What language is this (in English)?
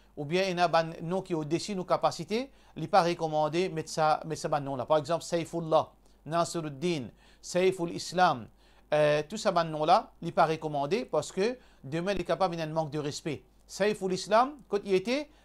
Morisyen